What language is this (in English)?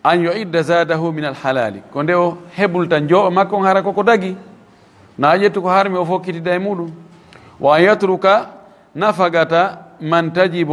Fula